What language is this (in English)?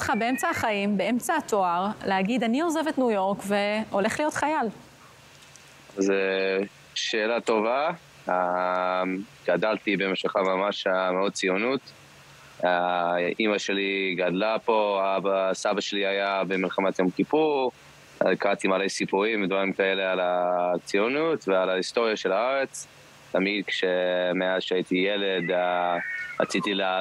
Hebrew